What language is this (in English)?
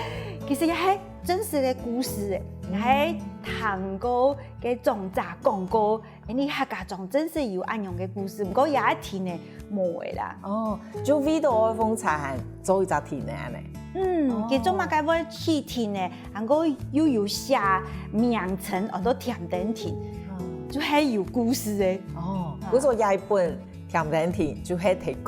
Hakka Chinese